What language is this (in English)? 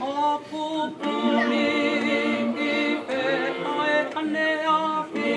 Tongan